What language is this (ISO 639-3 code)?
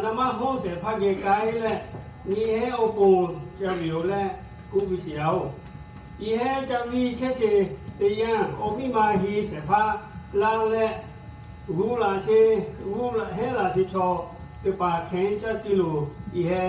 lhu